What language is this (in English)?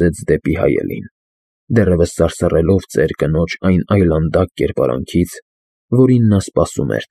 Armenian